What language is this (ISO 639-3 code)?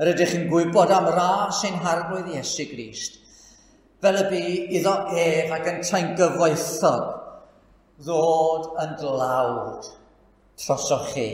cym